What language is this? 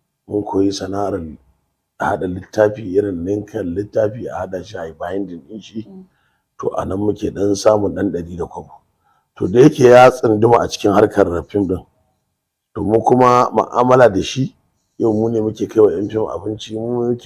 Hausa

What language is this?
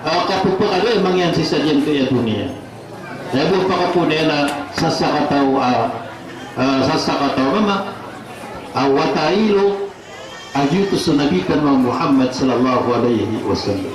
Maranao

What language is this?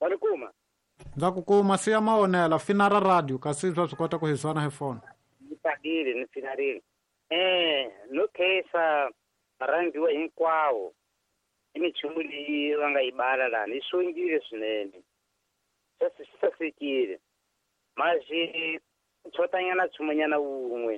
Tsonga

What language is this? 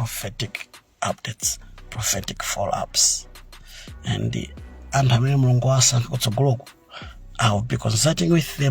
Nyanja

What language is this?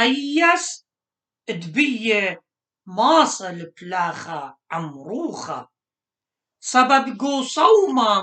Assyrian Neo-Aramaic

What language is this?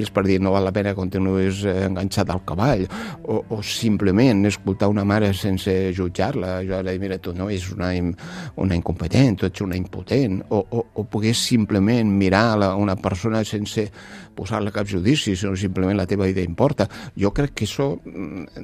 Catalan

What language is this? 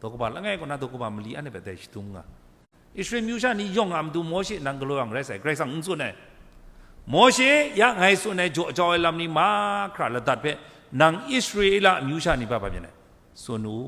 Kachin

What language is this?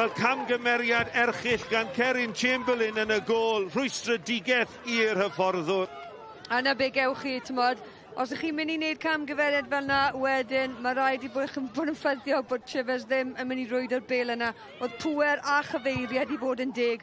Welsh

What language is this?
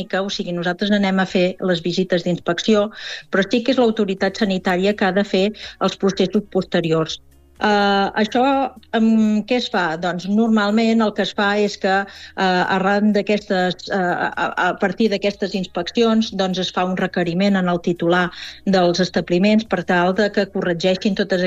Catalan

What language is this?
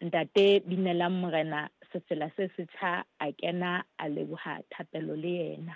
Southern Sotho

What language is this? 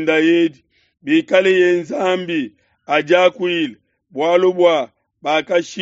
Luba-Lulua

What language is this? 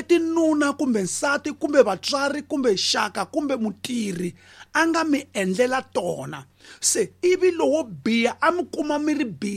Tsonga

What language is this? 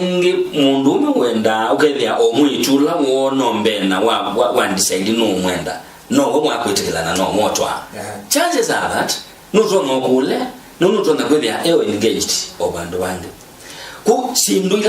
Kamba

